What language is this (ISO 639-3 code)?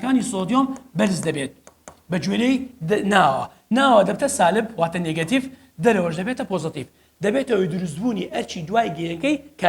ckb